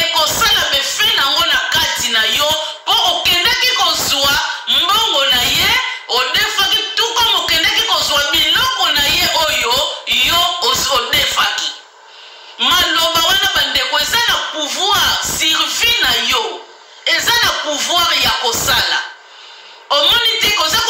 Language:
Lingala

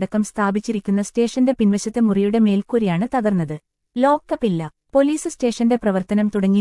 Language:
Malayalam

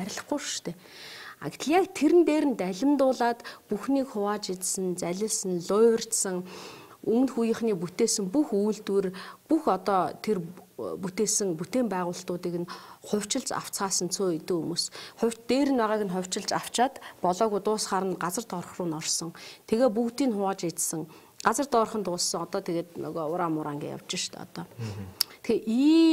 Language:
Mongolian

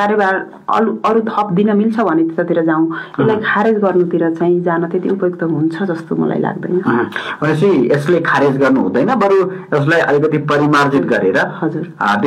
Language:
Nepali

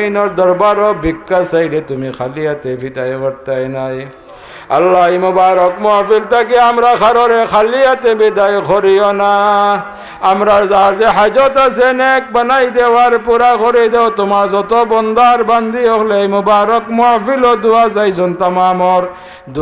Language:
Sylheti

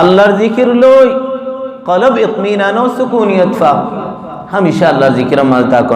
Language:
Rohingya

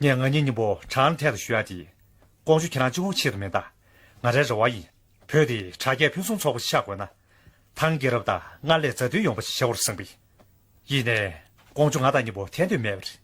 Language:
Tibetan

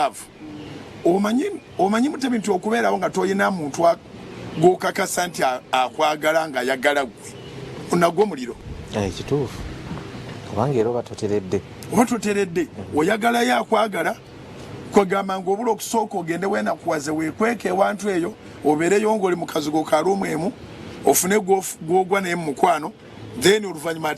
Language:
Ganda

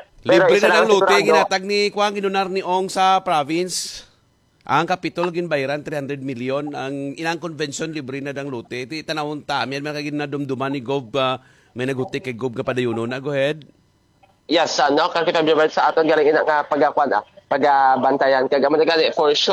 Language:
Hiligaynon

